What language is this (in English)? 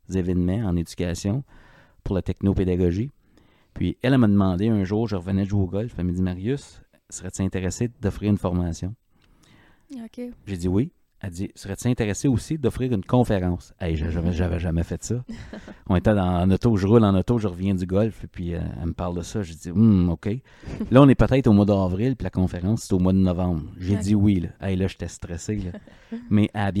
French